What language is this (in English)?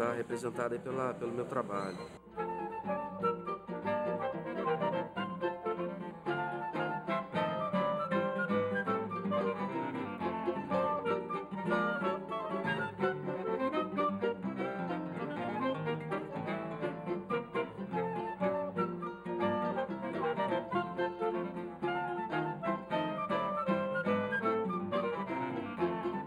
Portuguese